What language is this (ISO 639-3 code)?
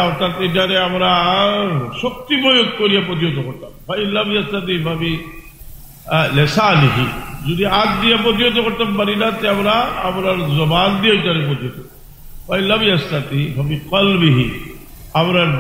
syl